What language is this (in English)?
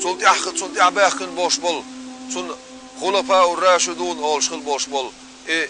Chechen